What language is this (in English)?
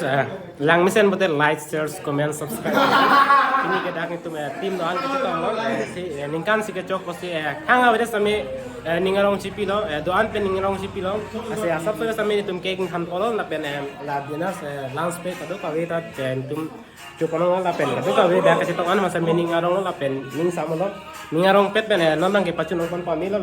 Karbi